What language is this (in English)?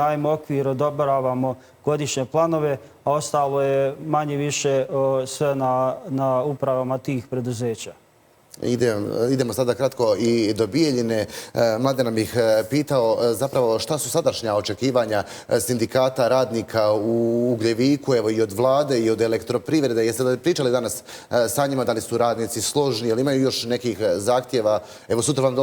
Bosnian